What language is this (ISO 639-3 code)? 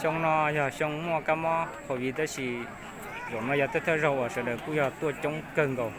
hmn